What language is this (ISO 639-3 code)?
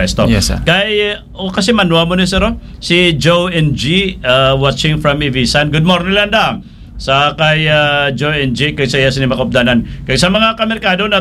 hil